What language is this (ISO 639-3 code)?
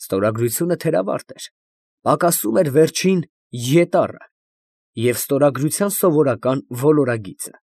hye